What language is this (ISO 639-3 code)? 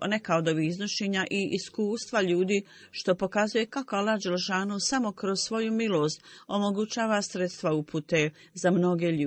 bos